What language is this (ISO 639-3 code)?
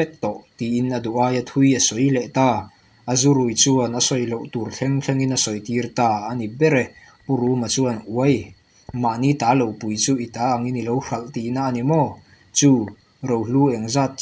lus